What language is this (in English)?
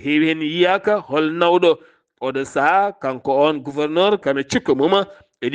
Fula